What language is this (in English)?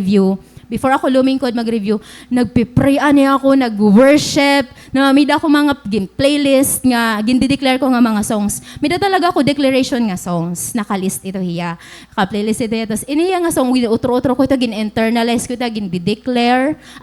Waray